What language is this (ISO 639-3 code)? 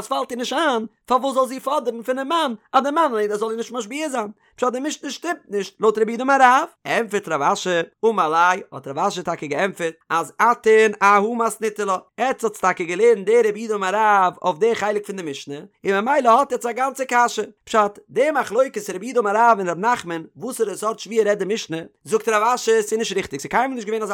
yid